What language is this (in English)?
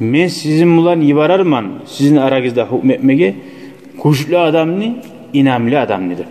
Kumyk